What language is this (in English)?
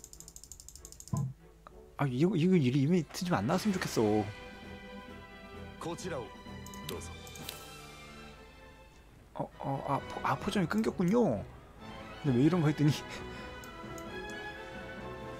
Korean